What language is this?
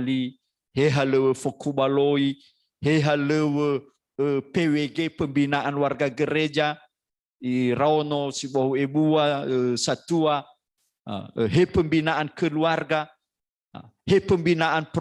Nias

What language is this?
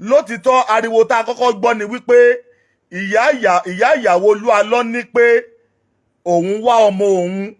Yoruba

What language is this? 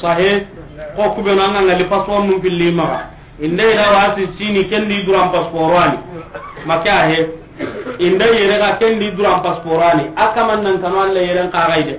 Soninke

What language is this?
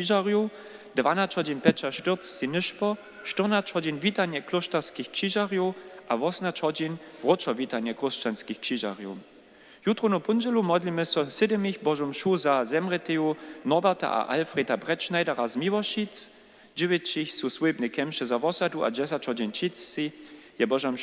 Upper Sorbian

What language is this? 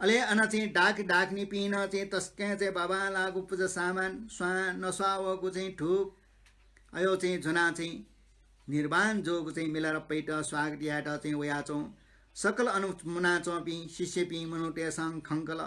Newari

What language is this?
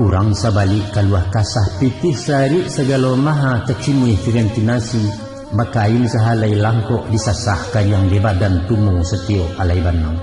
Minangkabau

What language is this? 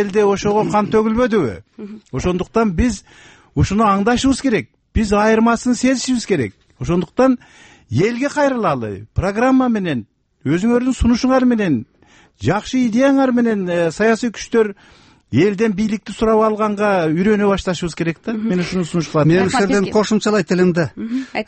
Kyrgyz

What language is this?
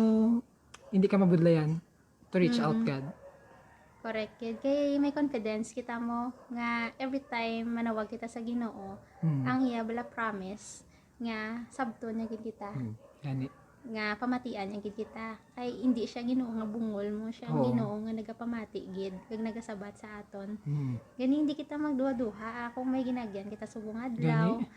Hiligaynon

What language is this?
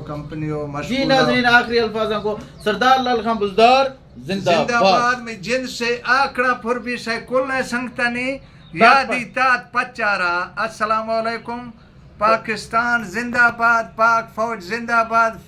Eastern Balochi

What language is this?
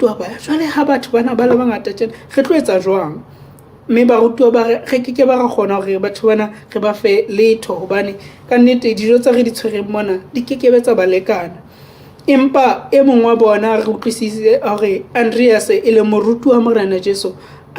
Southern Sotho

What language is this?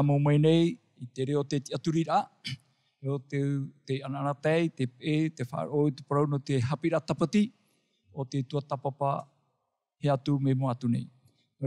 Tahitian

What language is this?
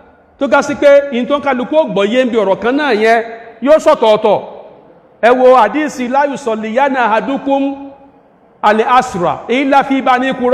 Yoruba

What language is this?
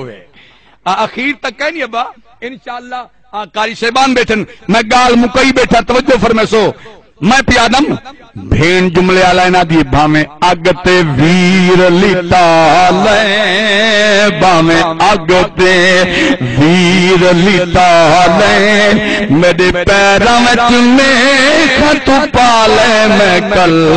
Saraiki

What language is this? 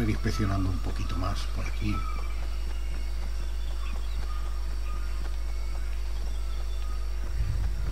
Spanish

